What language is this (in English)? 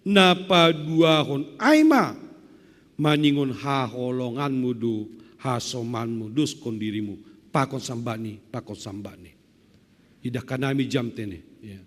Batak Simalungun